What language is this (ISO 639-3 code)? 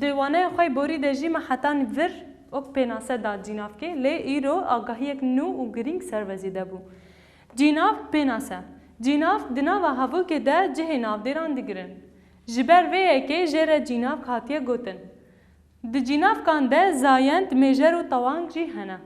kur